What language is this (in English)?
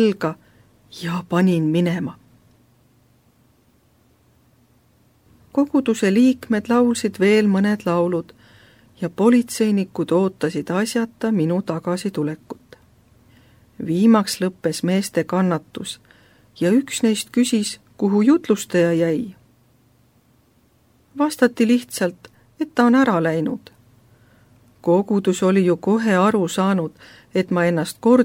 Estonian